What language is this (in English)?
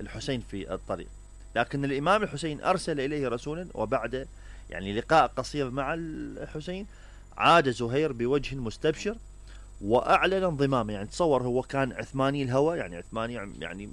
Mesopotamian Arabic